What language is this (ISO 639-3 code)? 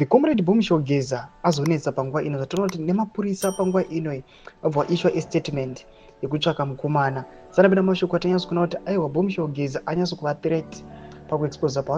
sna